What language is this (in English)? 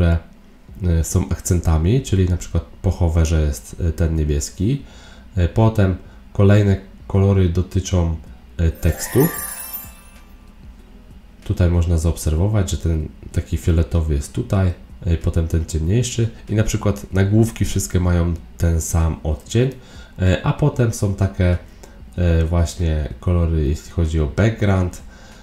Polish